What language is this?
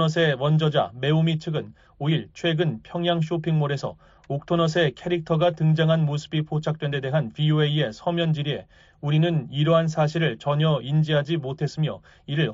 Korean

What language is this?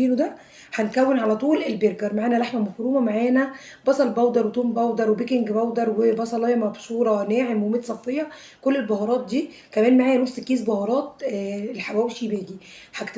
Egyptian Arabic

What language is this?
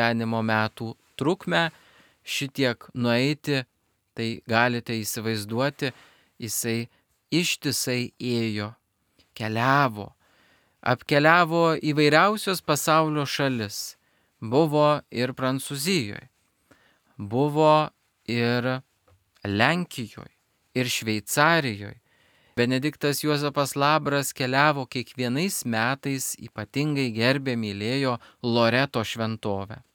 Lithuanian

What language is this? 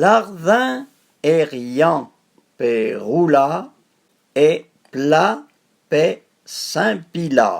Arpitan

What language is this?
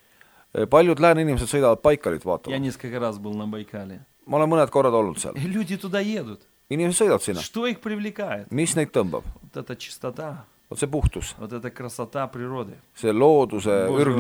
Estonian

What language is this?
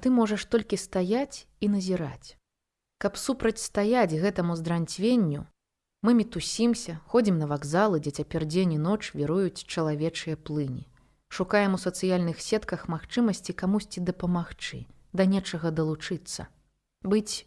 Belarusian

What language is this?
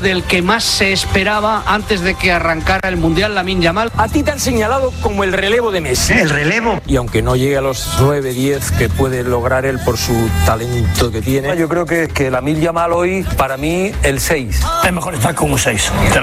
Spanish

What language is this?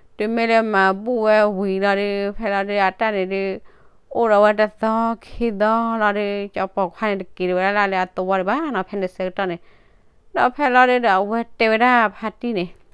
S'gaw Karen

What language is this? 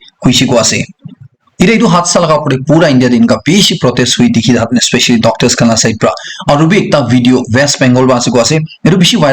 Naga Pidgin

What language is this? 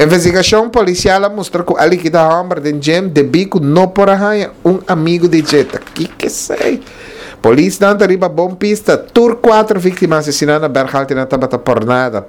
Papiamento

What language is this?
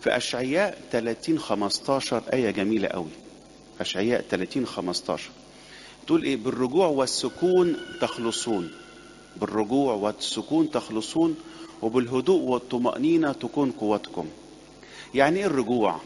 Egyptian Arabic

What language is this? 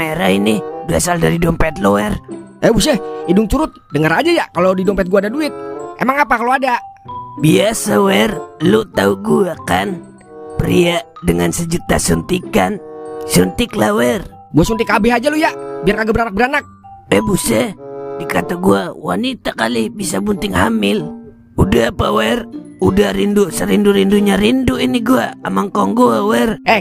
Betawi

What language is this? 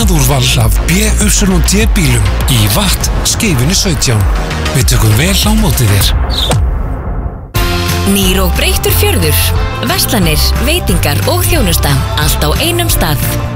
Icelandic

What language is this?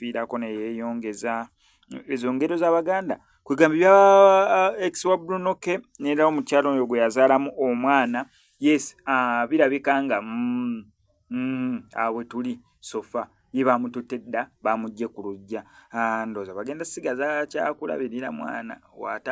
Ganda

